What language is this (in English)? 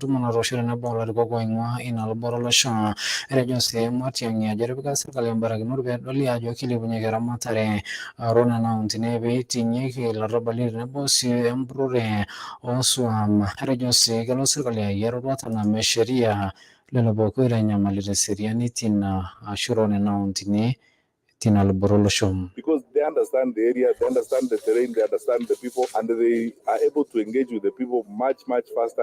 Masai